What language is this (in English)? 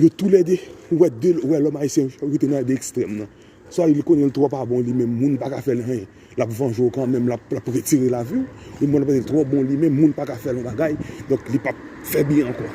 Haitian Creole